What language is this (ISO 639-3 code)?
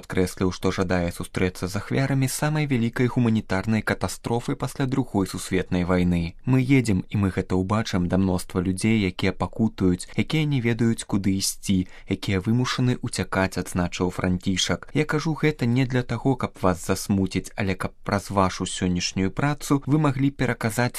bel